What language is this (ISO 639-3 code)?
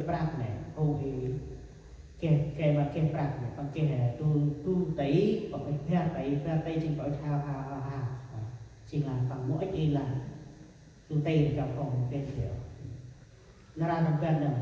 cmo